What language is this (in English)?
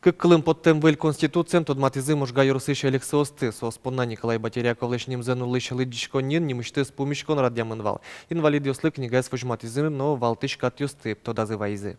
Udmurt